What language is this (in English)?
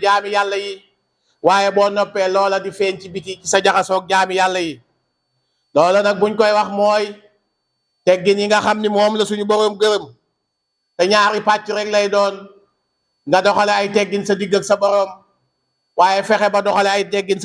Wolof